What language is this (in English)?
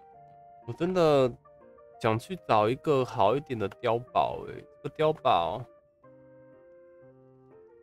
Chinese